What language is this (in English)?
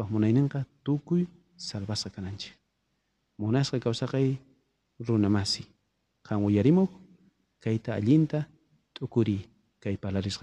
South Bolivian Quechua